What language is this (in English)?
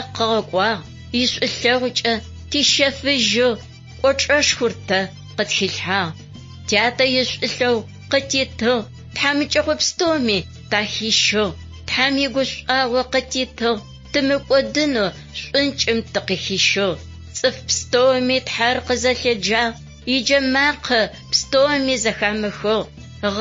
Adyghe